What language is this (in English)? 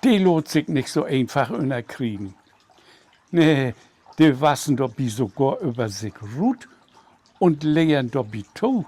Low German